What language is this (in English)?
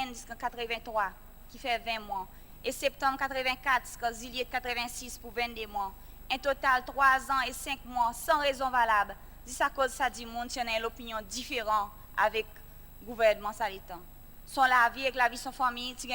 Seselwa Creole French